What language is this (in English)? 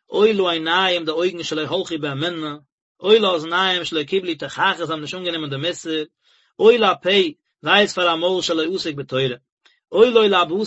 Yiddish